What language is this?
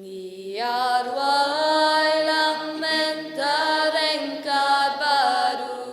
Khasi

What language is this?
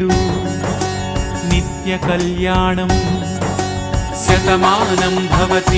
Telugu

